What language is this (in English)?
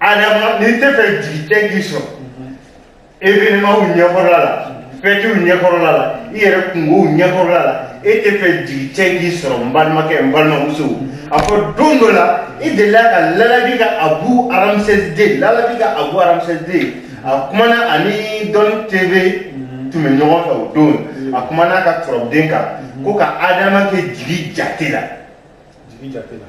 Bambara